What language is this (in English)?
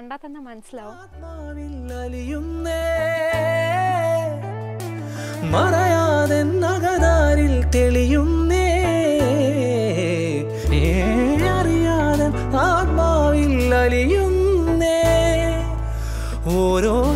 Malayalam